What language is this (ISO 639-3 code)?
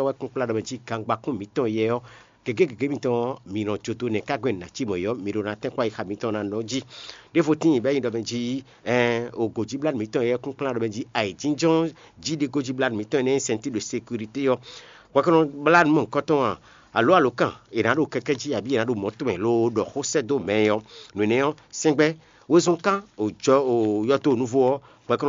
fon